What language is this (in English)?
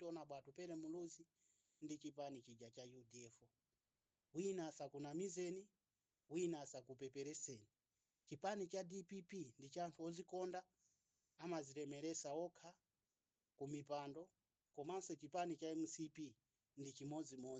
Nyanja